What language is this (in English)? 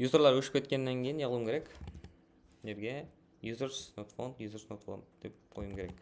Kara-Kalpak